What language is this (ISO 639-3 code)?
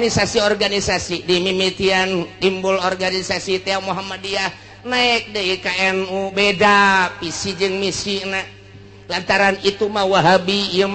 sun